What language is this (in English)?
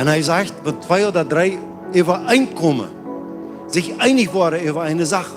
Plautdietsch